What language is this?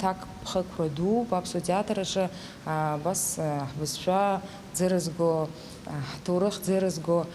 Abkhazian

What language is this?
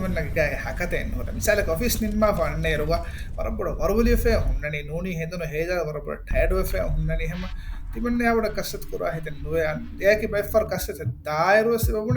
Divehi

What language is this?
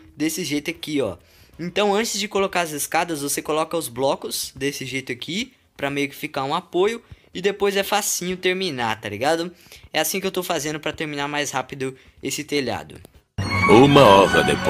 Portuguese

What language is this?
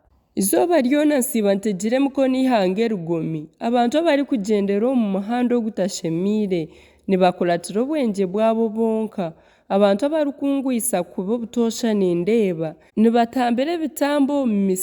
Nyankole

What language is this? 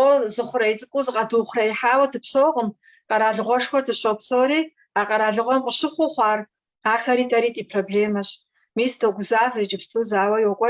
Kabardian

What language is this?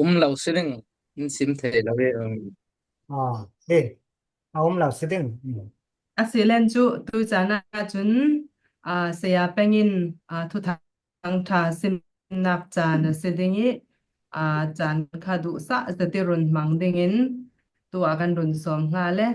Falam Chin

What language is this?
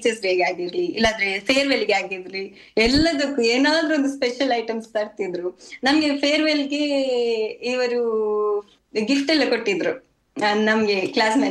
Kannada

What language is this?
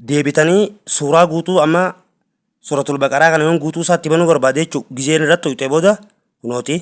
Oromo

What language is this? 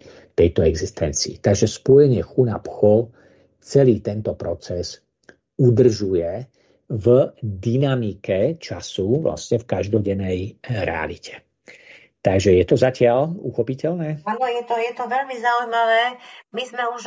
Slovak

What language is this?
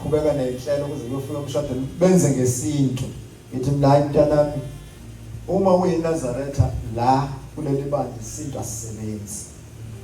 Zulu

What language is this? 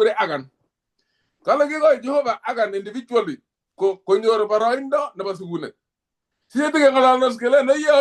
Kalenjin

